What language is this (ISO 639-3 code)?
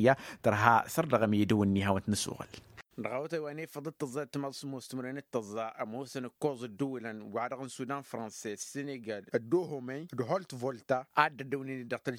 taq